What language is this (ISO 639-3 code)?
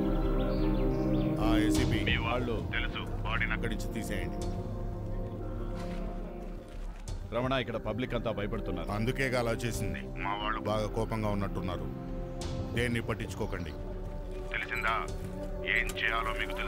tel